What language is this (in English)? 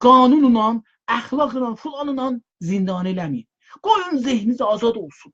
South Azerbaijani